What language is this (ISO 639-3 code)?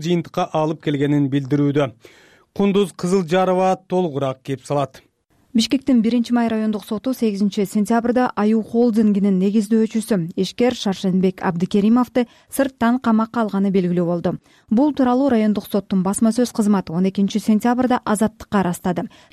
kir